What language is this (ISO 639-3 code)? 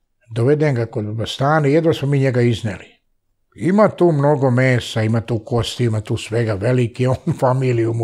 srp